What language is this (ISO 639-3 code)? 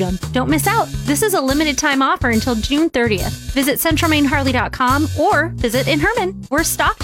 eng